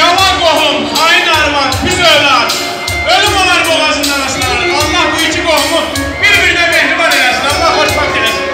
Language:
South Azerbaijani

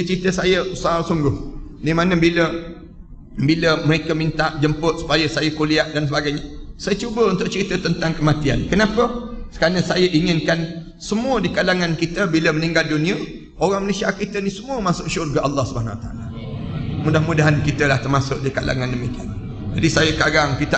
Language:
Malay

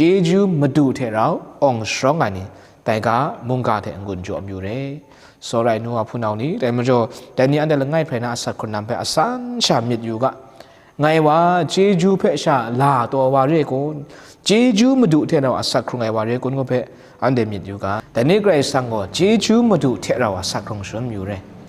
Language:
Kachin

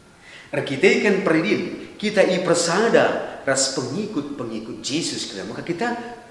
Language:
Batak Karo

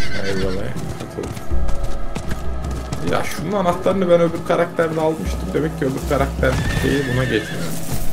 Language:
Turkish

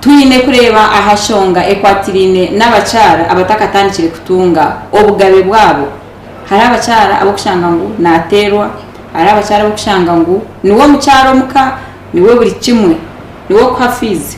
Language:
Nyankole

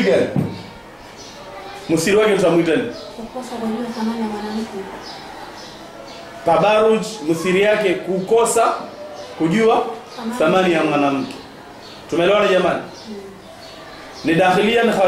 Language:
Swahili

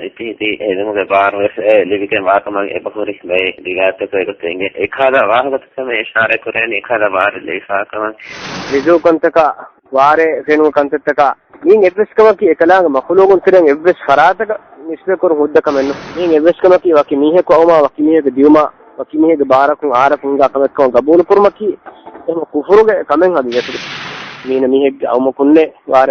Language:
Divehi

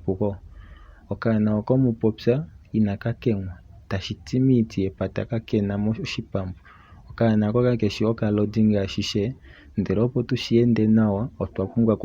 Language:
Kuanyama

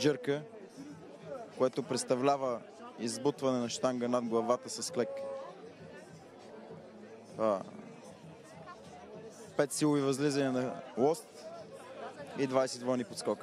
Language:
Bulgarian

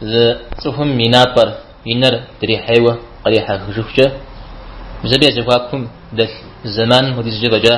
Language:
Kabardian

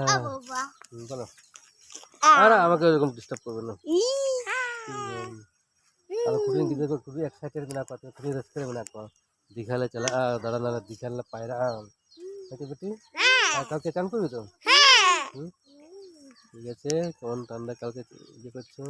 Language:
Santali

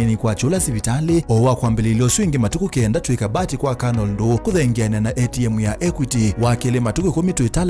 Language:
Kamba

